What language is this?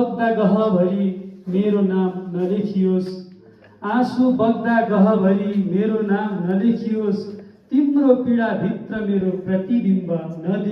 Nepali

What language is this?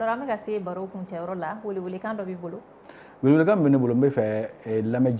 Bambara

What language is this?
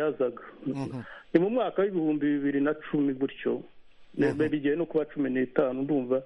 Kinyarwanda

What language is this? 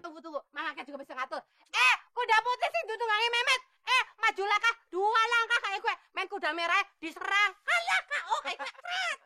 Betawi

